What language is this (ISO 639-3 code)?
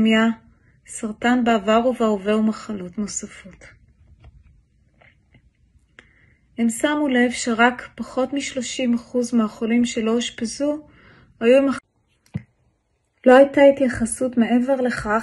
heb